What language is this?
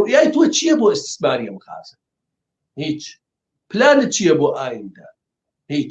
Central Kurdish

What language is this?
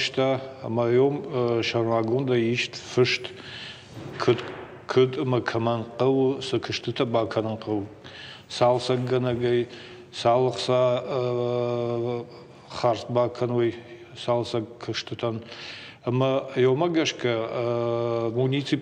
Ossetic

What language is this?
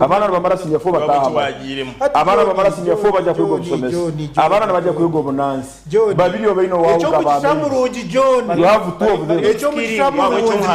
Nyankole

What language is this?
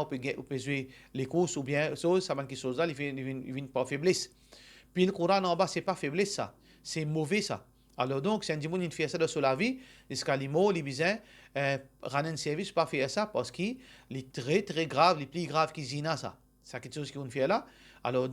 Morisyen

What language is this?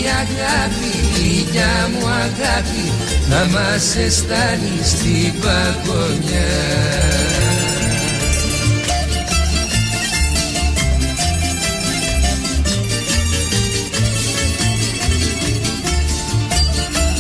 Greek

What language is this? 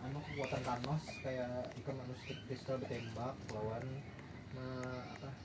Banjar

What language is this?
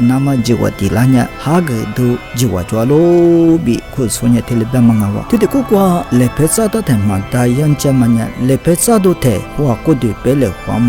Lisu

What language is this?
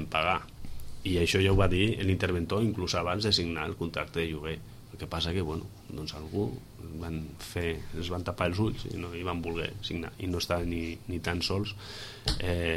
Catalan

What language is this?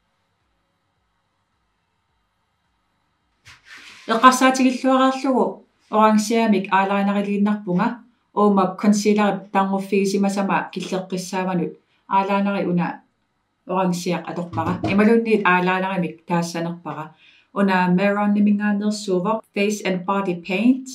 Kalaallisut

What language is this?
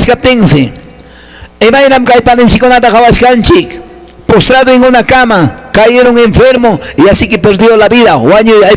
Quechua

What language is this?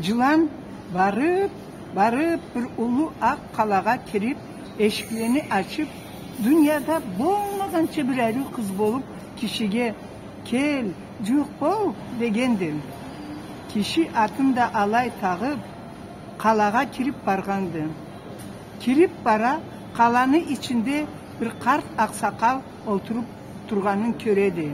Karachay-Balkar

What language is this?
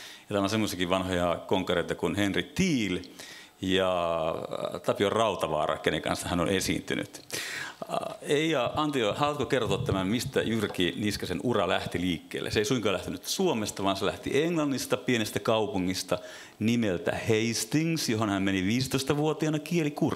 Finnish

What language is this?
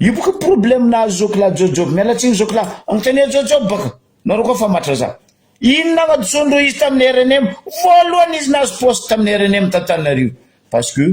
Malagasy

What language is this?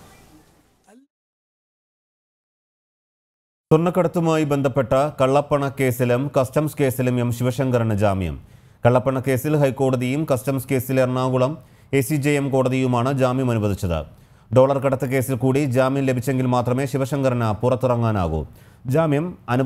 Malayalam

